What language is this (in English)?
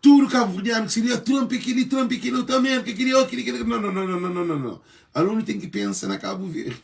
Kabuverdianu